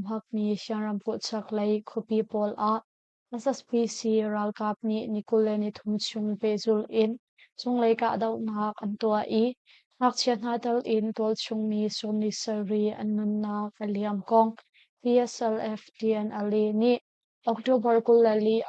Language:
Hakha Chin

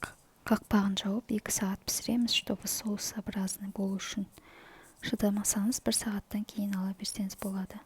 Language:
Kazakh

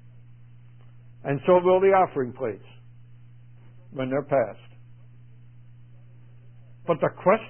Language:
English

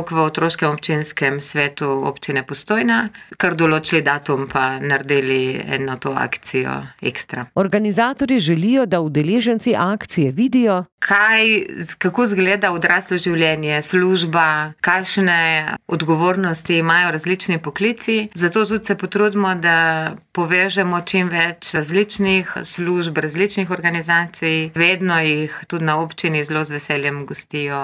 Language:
Slovenian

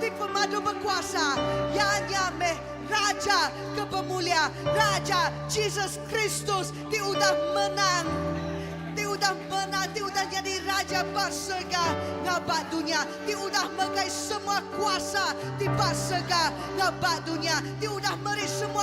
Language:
Iban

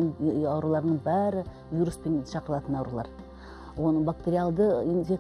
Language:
Kazakh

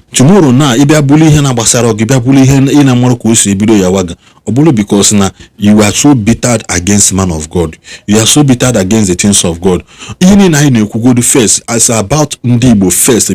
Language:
Igbo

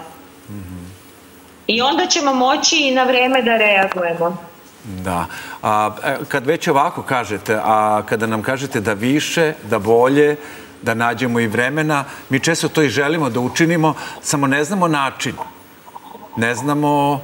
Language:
Serbian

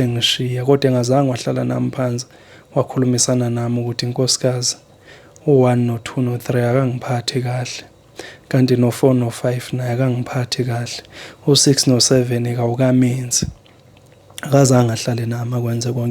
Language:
Zulu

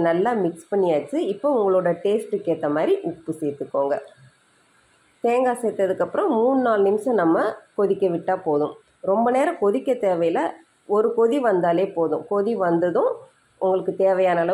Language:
Tamil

